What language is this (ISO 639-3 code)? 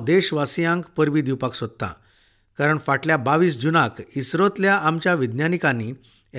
kok